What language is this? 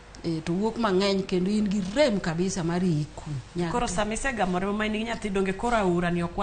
Luo (Kenya and Tanzania)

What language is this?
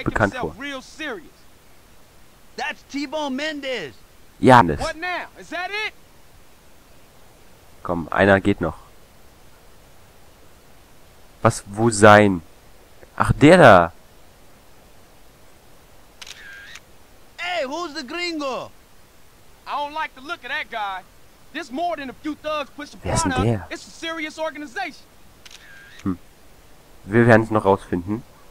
German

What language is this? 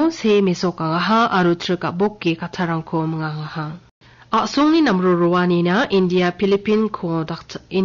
Garo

